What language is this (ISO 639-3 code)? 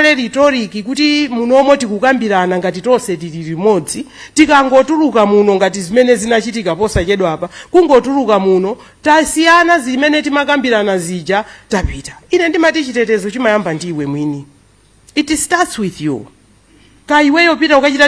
nya